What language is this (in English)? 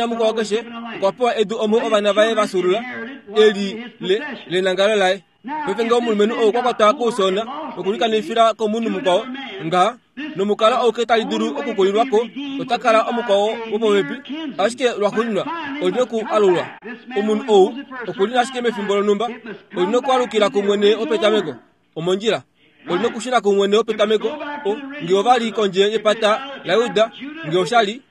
Kuanyama